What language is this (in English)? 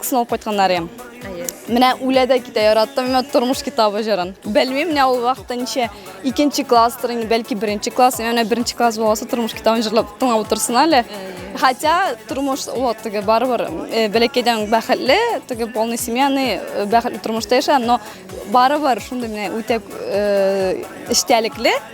Tatar